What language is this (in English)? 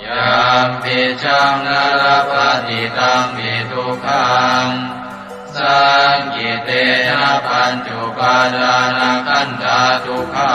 Pali